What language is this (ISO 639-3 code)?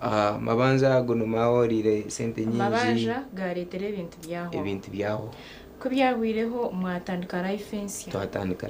nyn